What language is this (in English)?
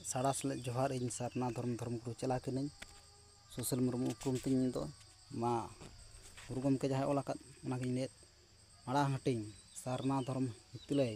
Santali